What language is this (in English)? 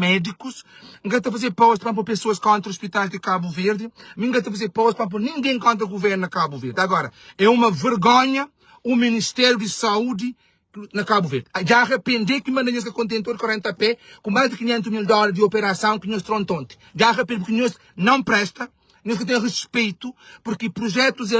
Kabuverdianu